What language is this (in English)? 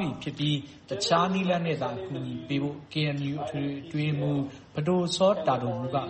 Burmese